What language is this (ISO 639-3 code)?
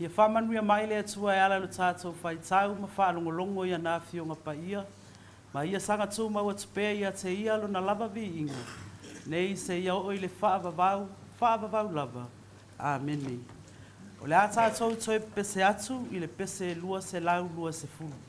smo